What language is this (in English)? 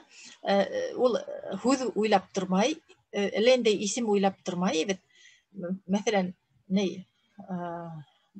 Bashkir